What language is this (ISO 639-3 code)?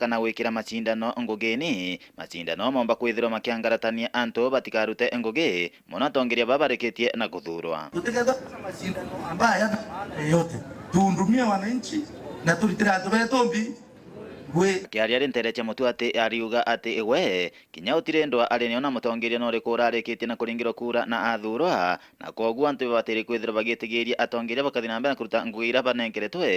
mer